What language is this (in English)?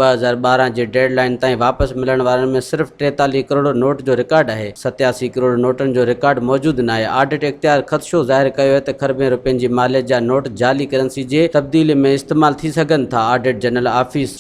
Sindhi